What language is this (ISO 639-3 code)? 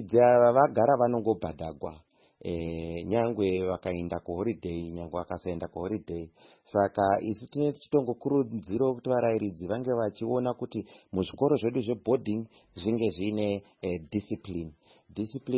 sna